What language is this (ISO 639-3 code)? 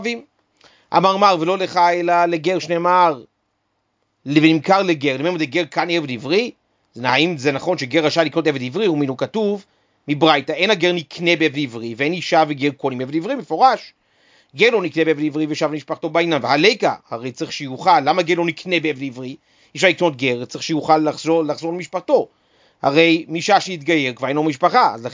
heb